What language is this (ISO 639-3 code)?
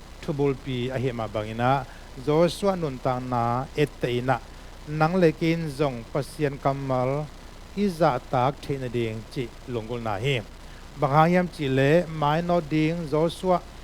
ctd